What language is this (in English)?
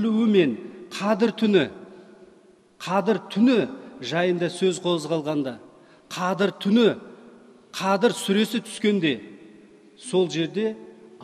Kazakh